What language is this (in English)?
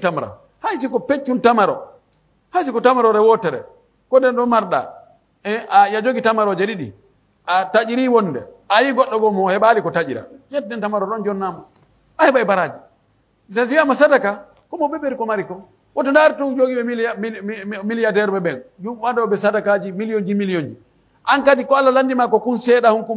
Pular